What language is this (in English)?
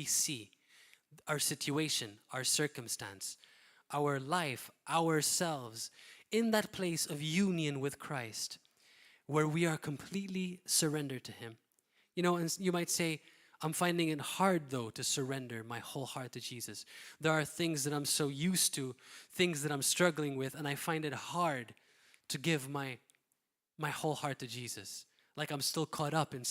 English